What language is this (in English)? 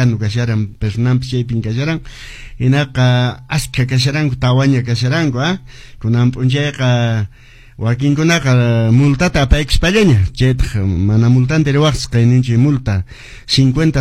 Quechua